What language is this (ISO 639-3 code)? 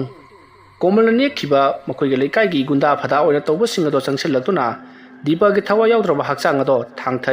mni